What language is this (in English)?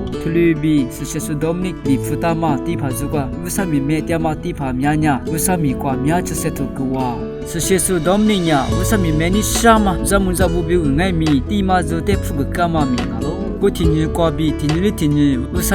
Lisu